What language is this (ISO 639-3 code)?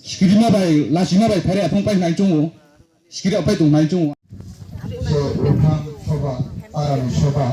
trp